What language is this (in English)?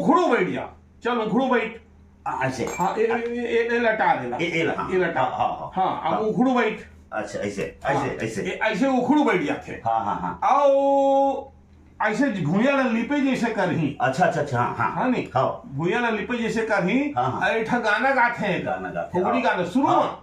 Chhattisgarhi